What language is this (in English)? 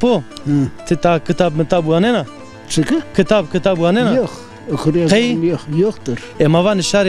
Zaza